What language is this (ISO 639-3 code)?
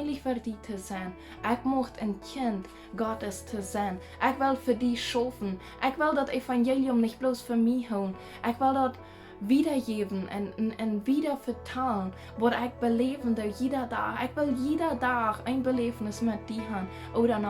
pdt